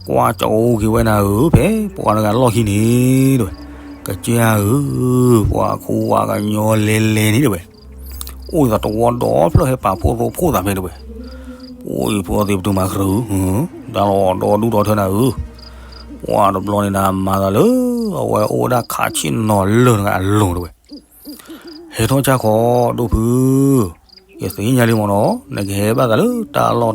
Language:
S'gaw Karen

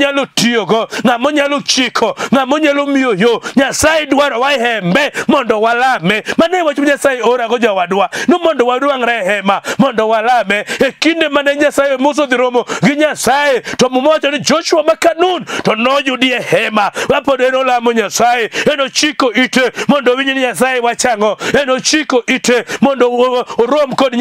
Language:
Luo (Kenya and Tanzania)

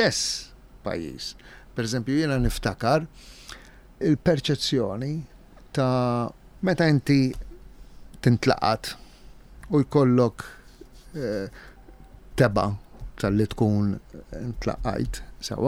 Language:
Maltese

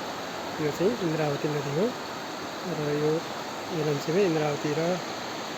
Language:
Nepali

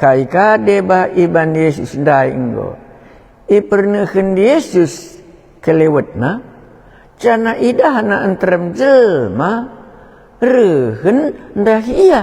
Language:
Batak Karo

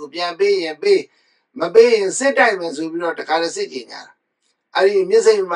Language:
Burmese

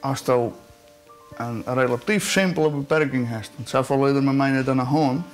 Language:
Western Frisian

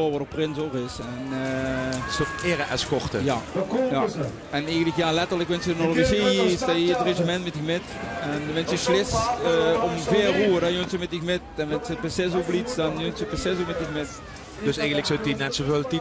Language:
Limburgish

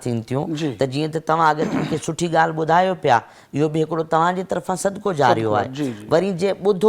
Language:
Sindhi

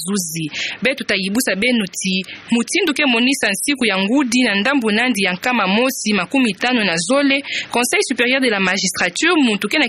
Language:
Kituba (Democratic Republic of Congo)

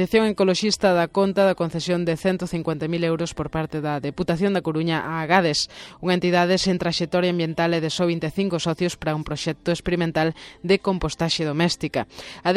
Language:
Galician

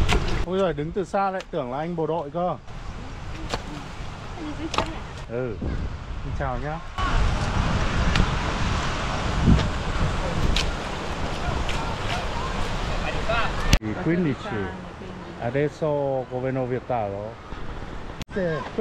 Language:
Vietnamese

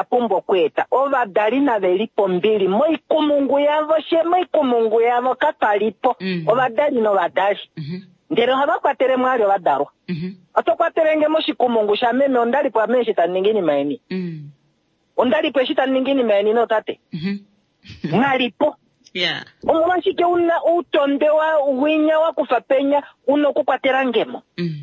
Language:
Kuanyama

